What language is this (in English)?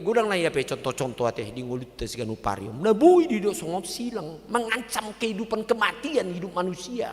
Batak Toba